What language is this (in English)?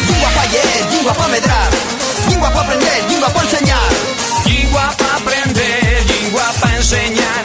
Asturian